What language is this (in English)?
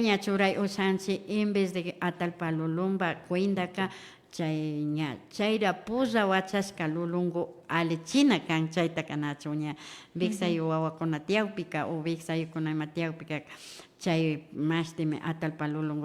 Imbabura Highland Quichua